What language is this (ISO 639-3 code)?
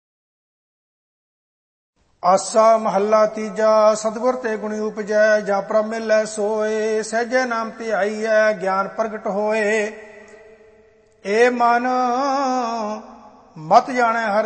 pan